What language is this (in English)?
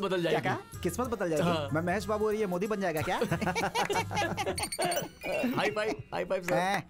Hindi